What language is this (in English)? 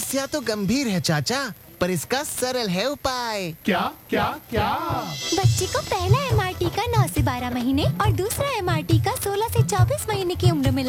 Hindi